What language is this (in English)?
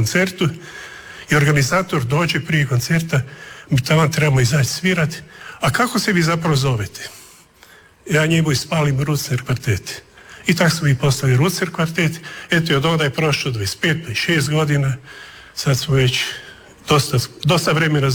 Croatian